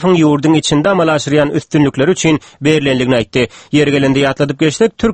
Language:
Turkmen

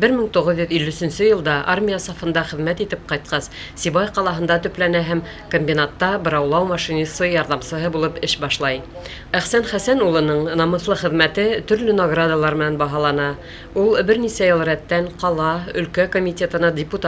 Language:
Bashkir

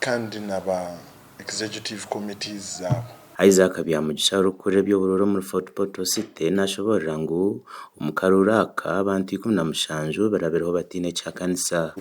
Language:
Nyankole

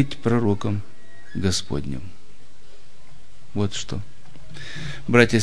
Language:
Russian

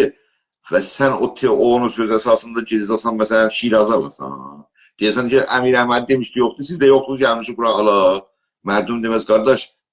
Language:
South Azerbaijani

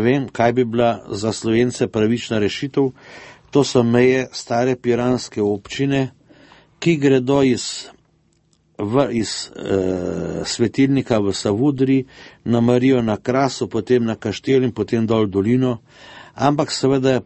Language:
Slovenian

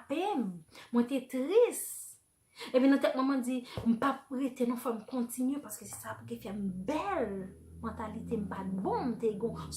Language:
Haitian Creole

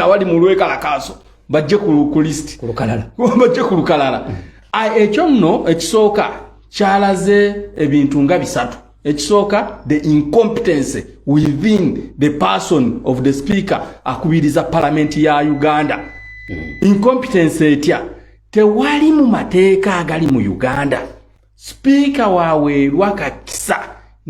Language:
Ganda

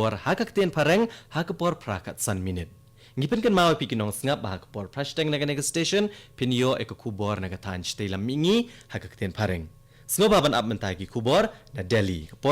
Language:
Khasi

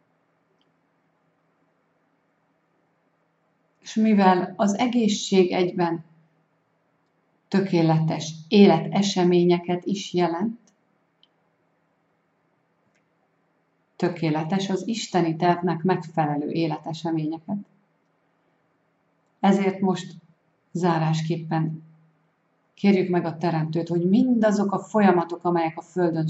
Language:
Hungarian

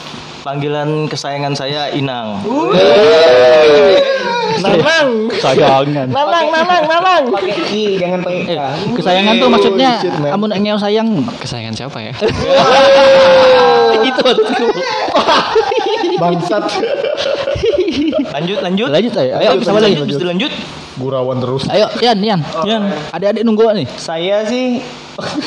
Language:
Indonesian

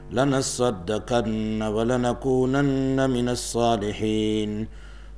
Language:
Urdu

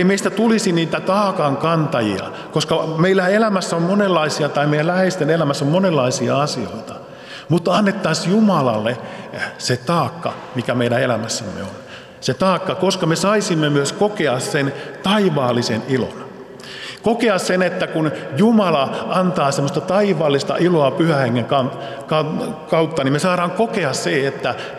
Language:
Finnish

